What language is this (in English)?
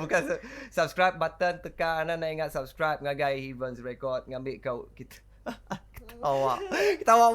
Iban